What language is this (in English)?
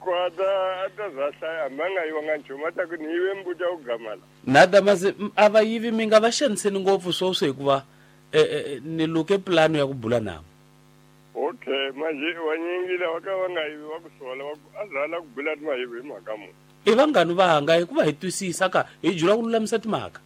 Tsonga